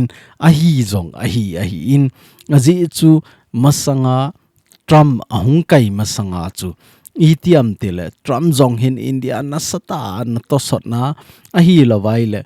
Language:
Thado Chin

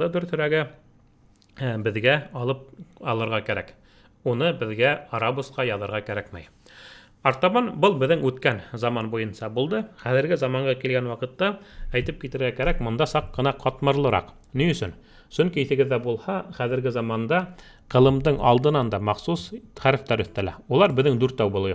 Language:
Bashkir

